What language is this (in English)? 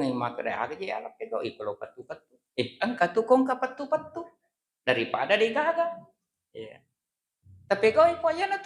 Buginese